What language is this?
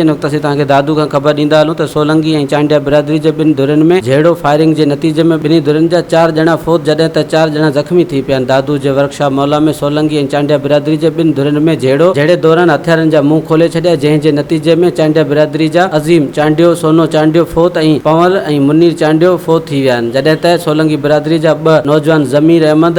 Sindhi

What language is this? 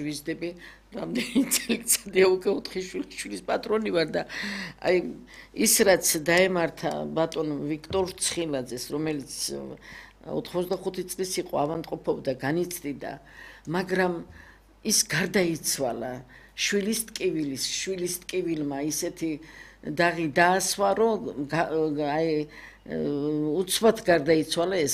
Georgian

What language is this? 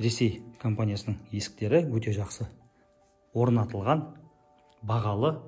Kazakh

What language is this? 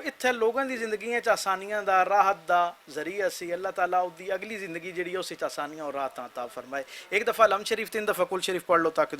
Western Panjabi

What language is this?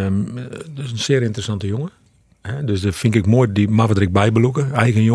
Western Frisian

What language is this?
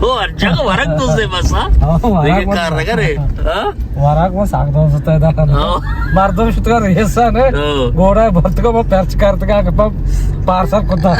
Baluchi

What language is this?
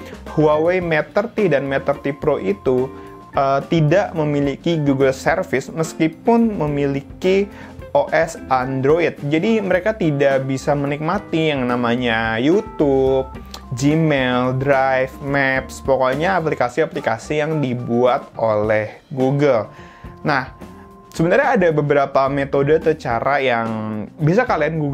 Indonesian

